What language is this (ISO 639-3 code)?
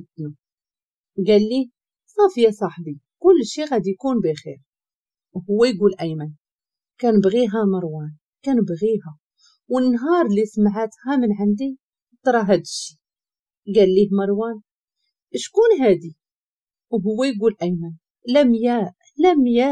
ary